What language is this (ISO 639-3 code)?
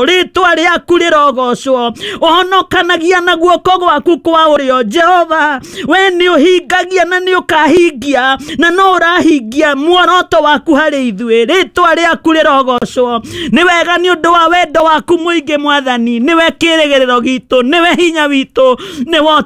kik